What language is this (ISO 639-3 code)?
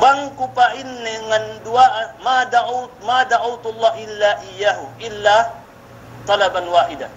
yka